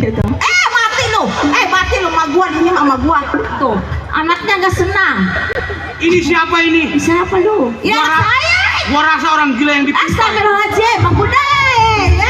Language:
Betawi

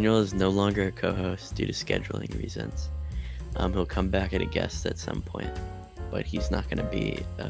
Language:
English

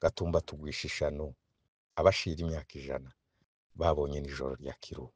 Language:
Rundi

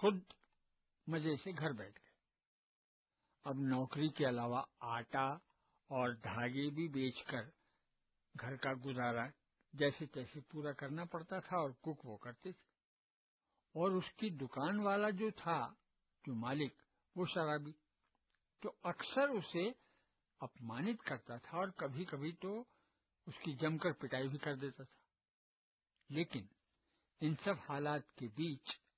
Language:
Hindi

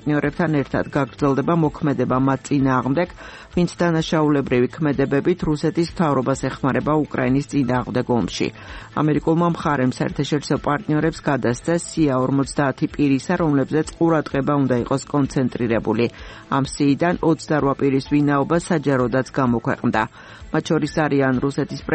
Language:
Georgian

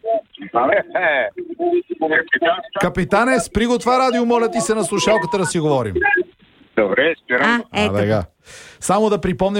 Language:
Bulgarian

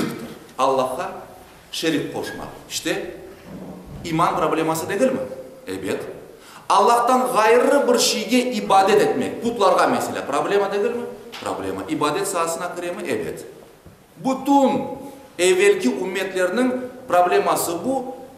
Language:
Crimean Tatar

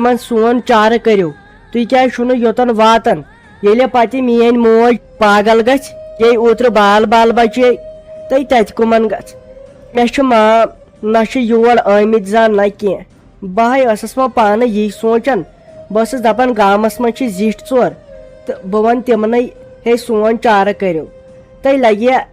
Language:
Kashmiri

